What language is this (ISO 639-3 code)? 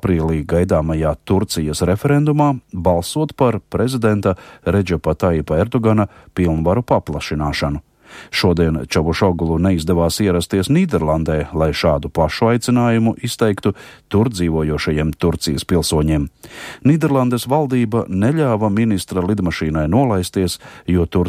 lav